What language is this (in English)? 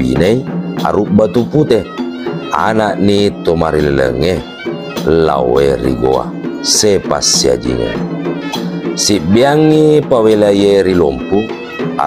Buginese